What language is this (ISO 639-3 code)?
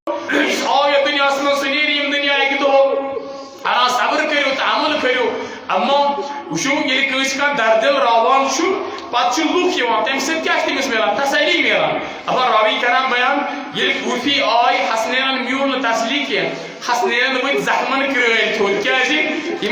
kas